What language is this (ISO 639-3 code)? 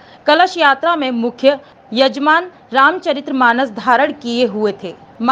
hin